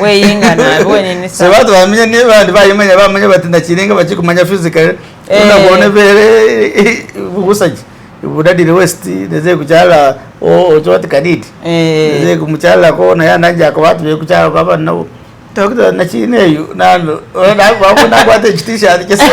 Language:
Masaaba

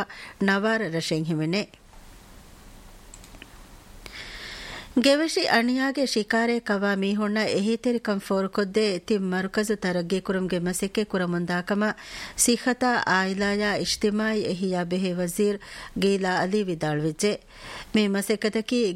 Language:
Divehi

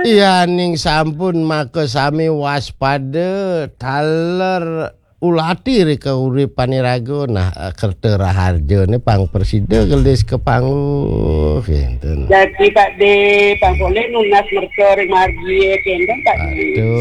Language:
Balinese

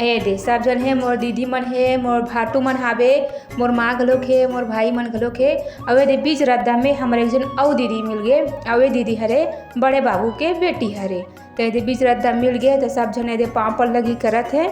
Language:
Chhattisgarhi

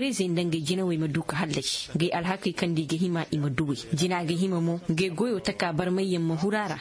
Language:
Koyraboro Senni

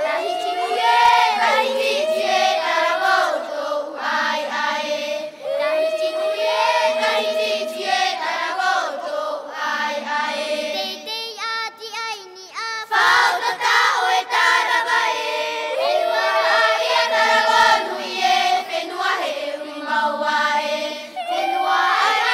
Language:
Tahitian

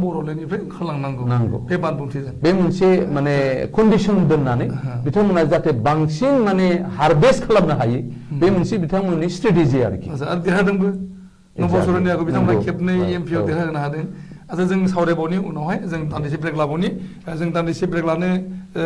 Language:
Bodo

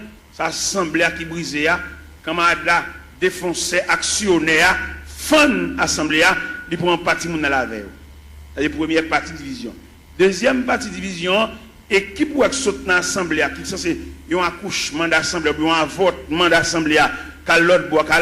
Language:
Haitian Creole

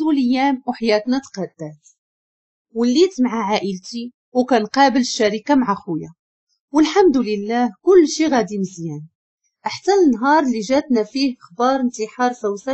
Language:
Moroccan Arabic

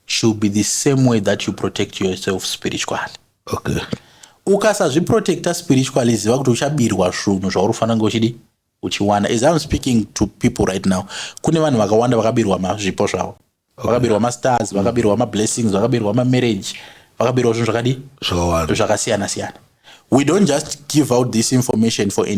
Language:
Shona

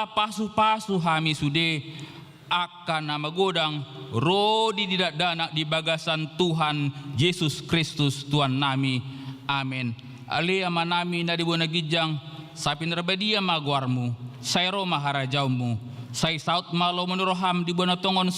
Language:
Batak Toba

